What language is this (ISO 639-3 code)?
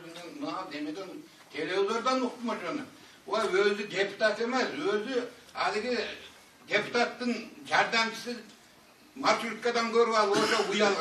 kir